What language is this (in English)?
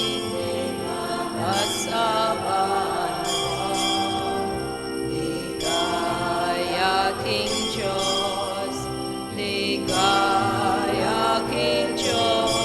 Pampanga